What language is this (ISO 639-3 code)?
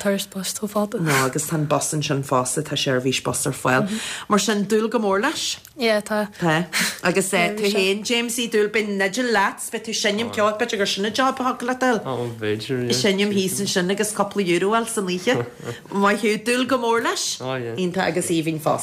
gle